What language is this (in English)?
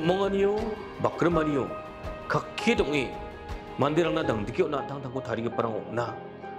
Garo